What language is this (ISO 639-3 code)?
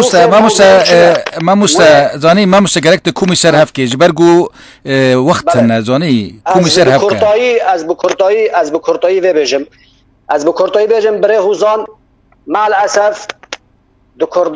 kur